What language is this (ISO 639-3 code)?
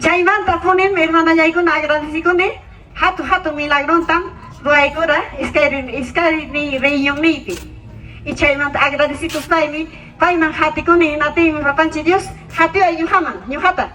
que